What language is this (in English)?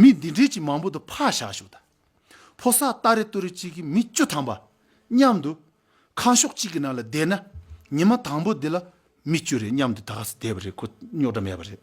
Tibetan